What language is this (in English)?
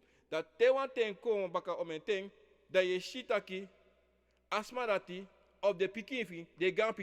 Sranan Tongo